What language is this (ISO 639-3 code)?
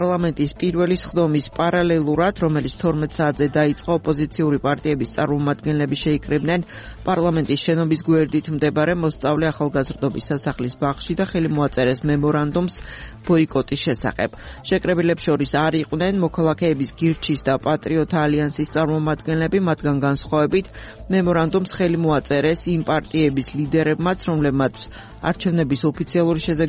kat